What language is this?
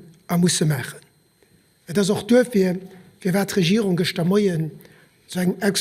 Luxembourgish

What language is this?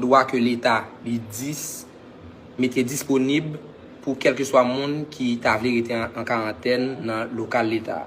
Haitian Creole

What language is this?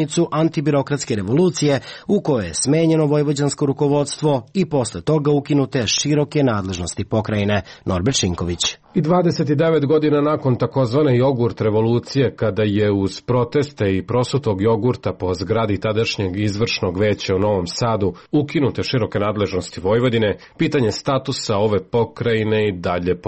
Serbian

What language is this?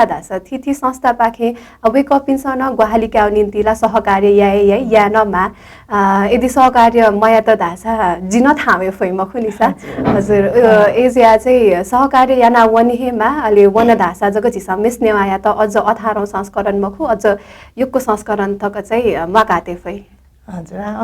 Newari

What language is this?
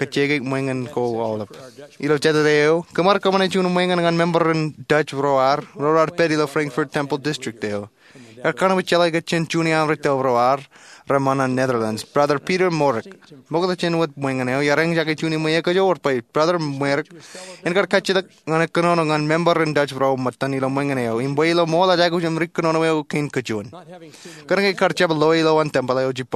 Marshallese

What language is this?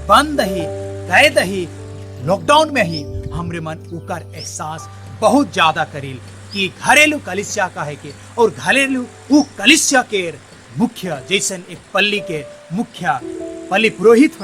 Sadri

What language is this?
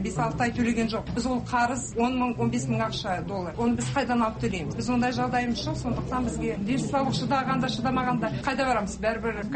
Kazakh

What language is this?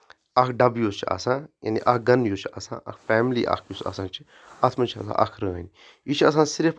Kashmiri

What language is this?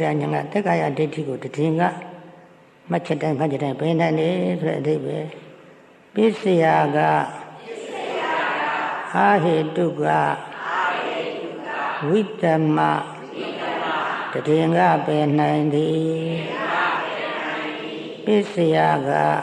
Burmese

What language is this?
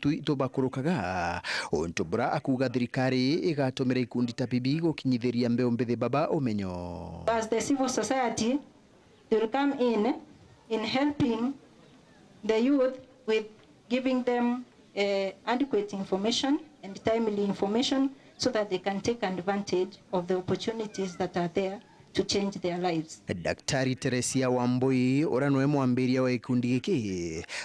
Meru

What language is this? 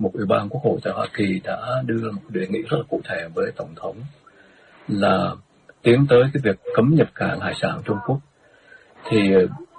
Vietnamese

